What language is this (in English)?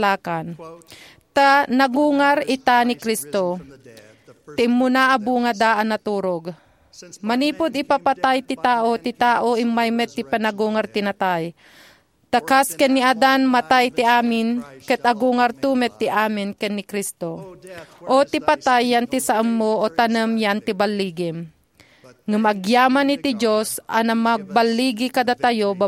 Iloko